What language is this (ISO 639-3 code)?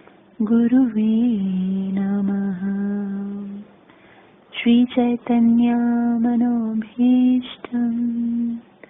hin